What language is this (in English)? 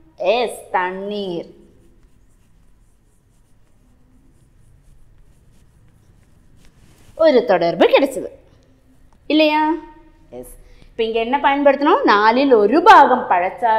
Tamil